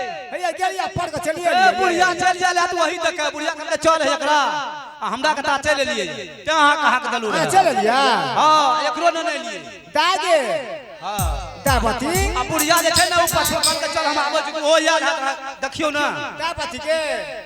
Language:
Maithili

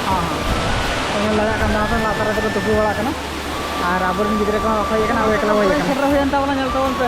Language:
Santali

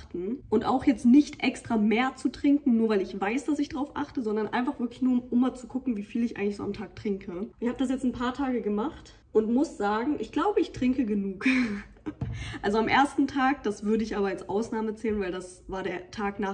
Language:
German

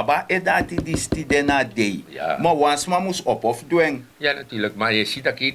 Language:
Sranan Tongo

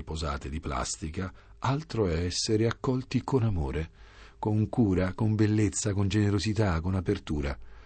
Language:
Italian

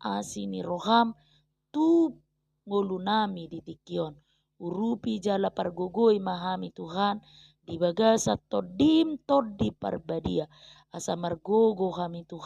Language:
Batak Toba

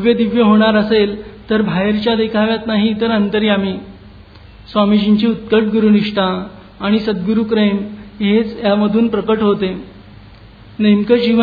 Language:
Marathi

